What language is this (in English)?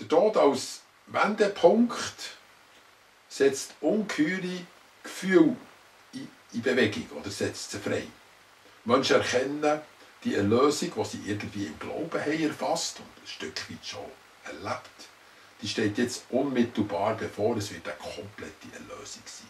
Swiss German